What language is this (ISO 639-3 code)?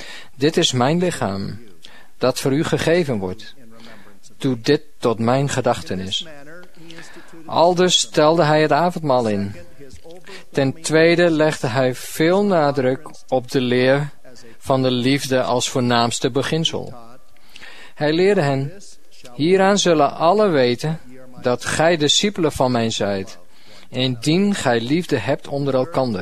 nld